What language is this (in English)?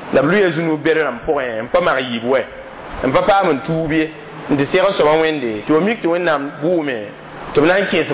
Mossi